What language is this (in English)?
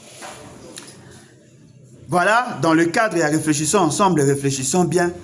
French